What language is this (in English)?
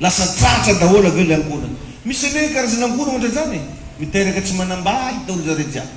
Malagasy